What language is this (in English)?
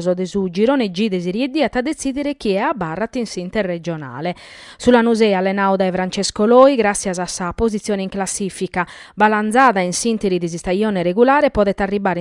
Sardinian